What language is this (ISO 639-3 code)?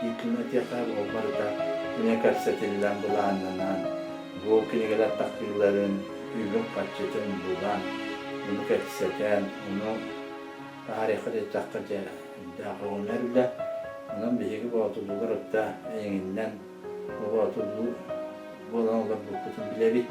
sah